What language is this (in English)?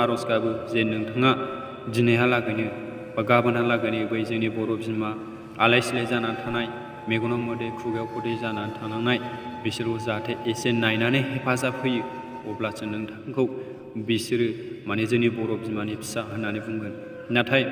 Bodo